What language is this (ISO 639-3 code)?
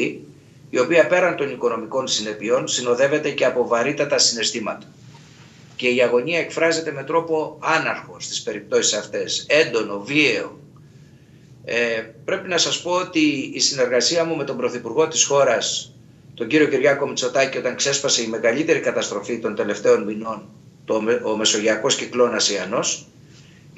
ell